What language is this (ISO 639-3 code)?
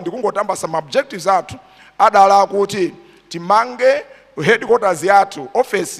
nya